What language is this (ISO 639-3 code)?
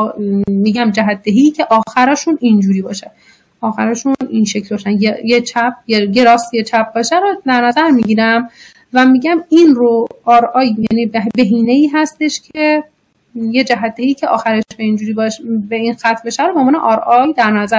fas